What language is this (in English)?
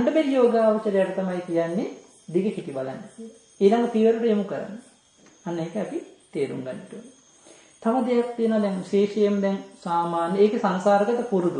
Sinhala